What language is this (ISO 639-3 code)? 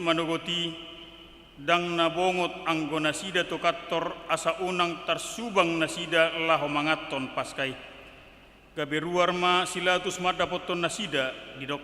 bbc